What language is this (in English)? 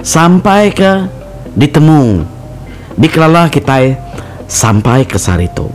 Iban